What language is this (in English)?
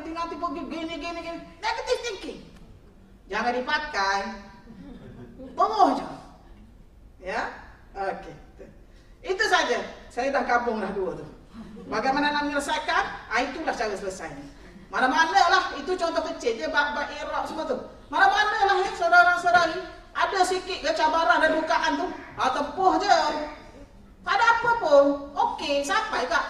Malay